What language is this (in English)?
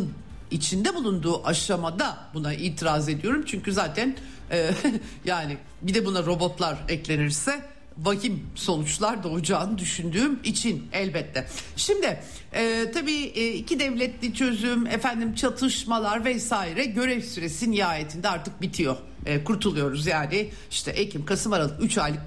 Turkish